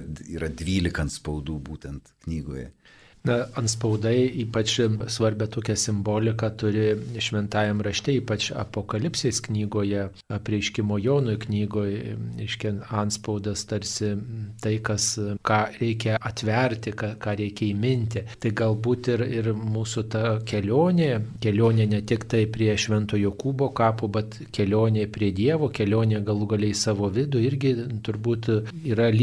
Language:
Lithuanian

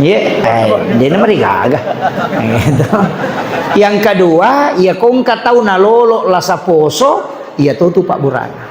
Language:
Buginese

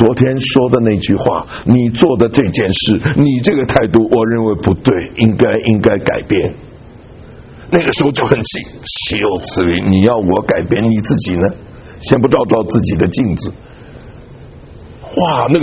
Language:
Chinese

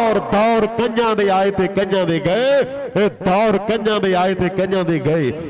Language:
Punjabi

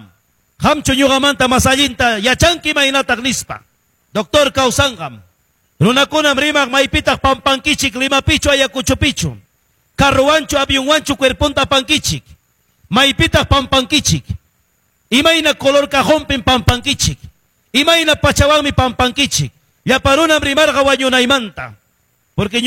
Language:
Quechua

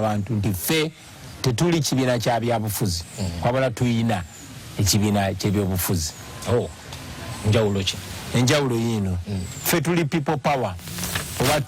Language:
Ganda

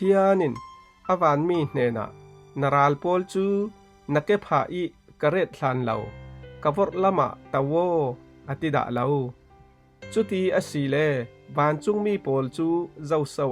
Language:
Falam Chin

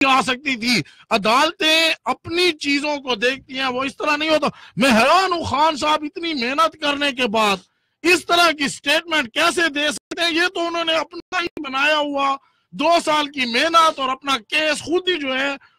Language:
Urdu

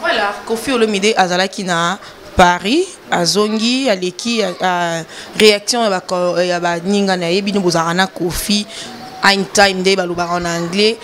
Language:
Lingala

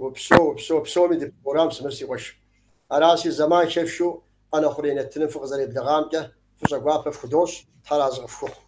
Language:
Kabardian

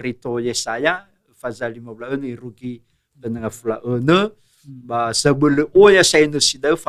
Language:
Nias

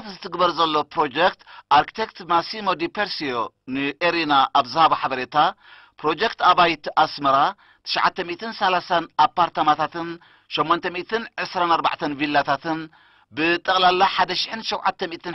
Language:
Tigrinya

